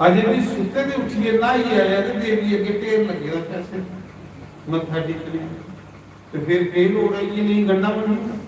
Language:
Dogri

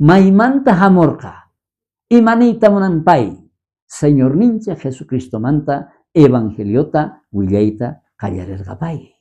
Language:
South Bolivian Quechua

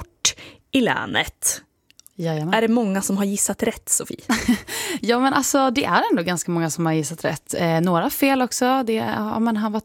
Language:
Swedish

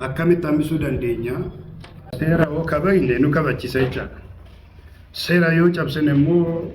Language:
Oromo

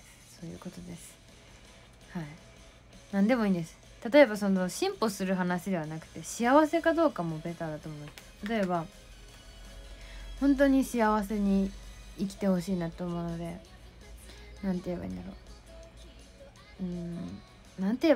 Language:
Japanese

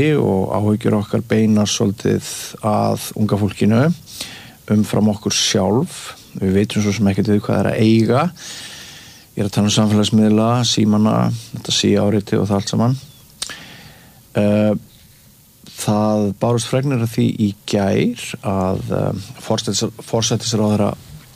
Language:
Icelandic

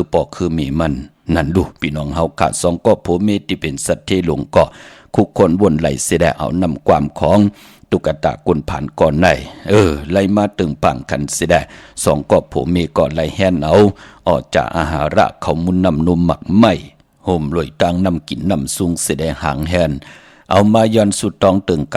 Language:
Shan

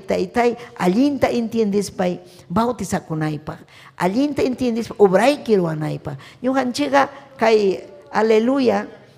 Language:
Ayacucho Quechua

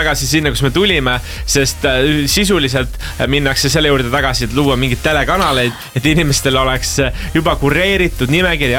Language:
Estonian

